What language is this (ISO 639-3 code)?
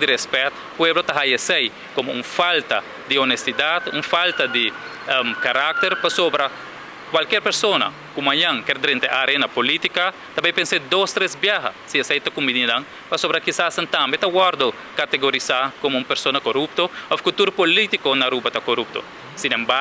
pap